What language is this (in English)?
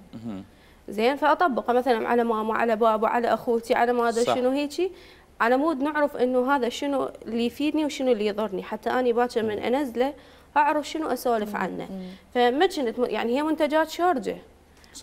Mesopotamian Arabic